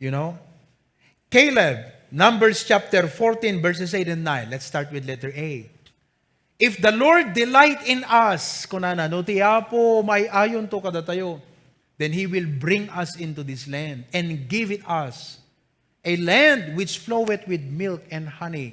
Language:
Iloko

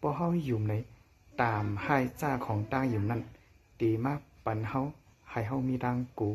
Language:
Shan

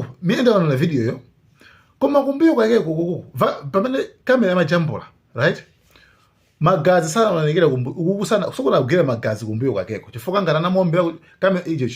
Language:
Nyanja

